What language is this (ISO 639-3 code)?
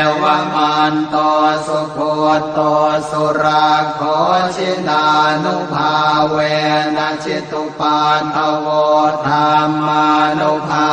pli